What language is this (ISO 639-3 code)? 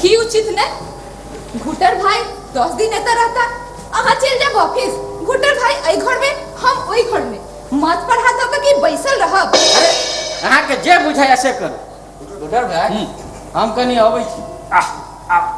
mai